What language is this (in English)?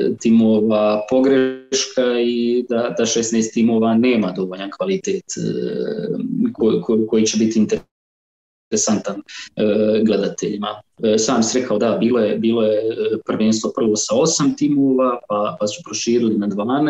Croatian